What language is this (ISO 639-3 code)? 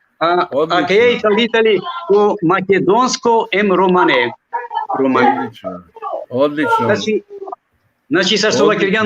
rmn